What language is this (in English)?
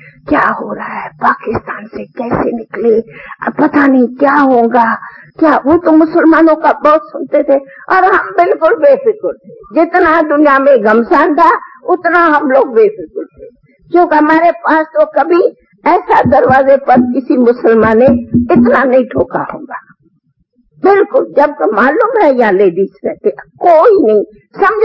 Hindi